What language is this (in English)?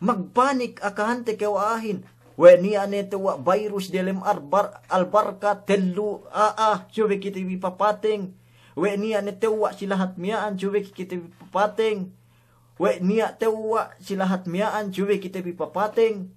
Yakan